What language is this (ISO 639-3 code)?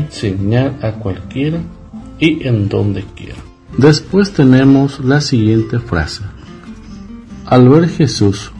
spa